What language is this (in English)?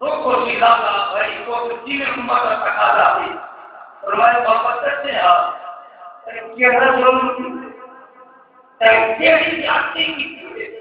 Saraiki